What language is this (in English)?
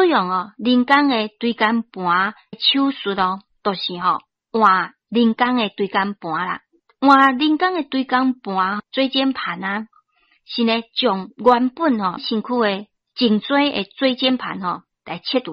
Min Nan Chinese